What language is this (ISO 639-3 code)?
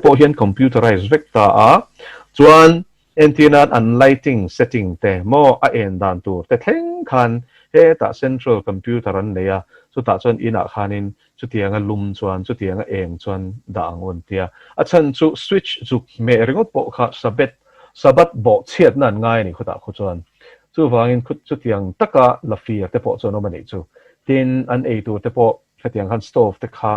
lus